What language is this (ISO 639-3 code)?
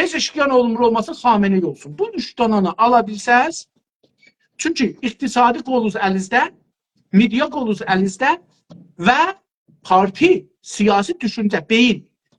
azb